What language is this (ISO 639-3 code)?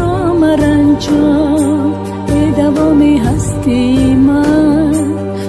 tgk